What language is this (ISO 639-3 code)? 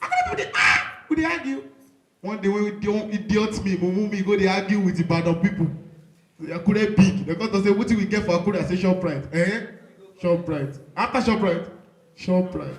pcm